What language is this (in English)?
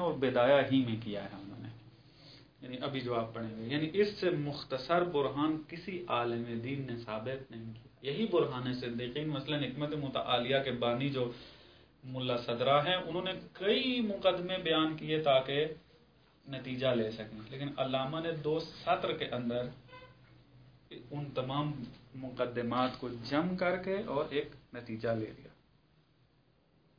Urdu